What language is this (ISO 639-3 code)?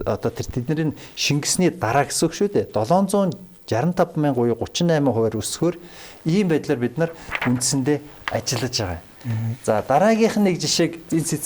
mon